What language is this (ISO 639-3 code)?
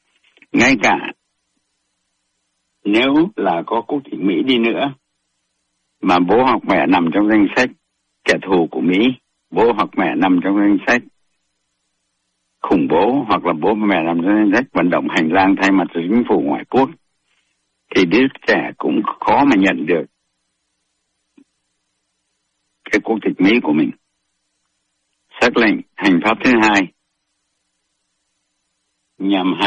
vie